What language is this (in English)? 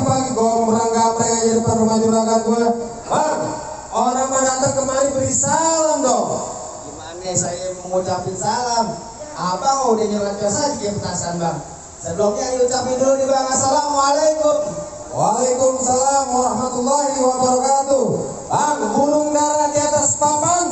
Betawi